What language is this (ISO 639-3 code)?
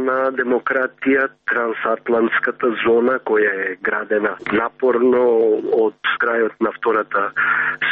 mkd